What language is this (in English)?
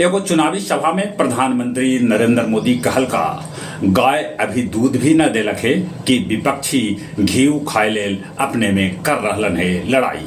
Magahi